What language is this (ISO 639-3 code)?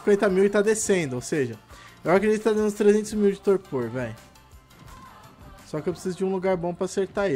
por